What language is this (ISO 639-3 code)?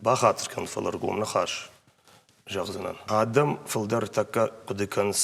oss